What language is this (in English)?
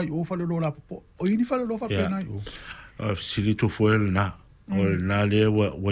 Samoan